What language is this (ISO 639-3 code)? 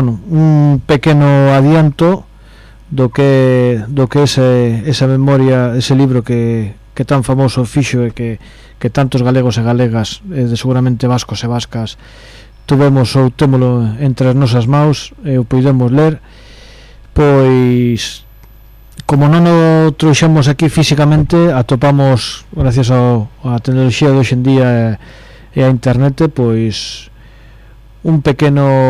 glg